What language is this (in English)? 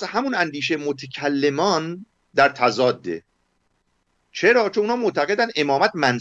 Persian